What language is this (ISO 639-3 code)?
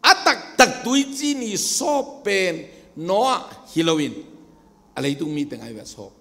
ctd